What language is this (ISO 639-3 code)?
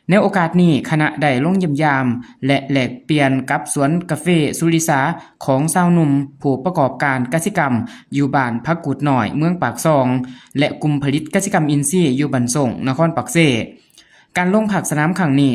lao